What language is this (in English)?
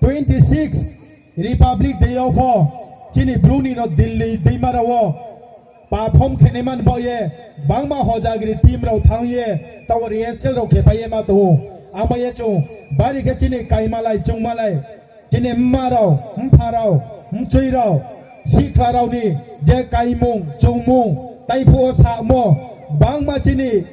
Riang (India)